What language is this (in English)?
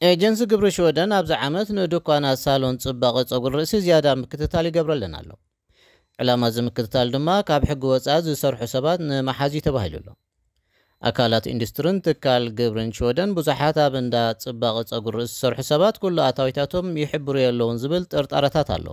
Tigrinya